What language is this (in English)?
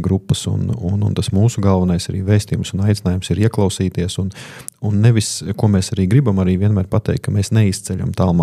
Latvian